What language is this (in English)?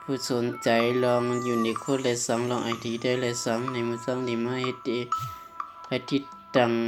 Shan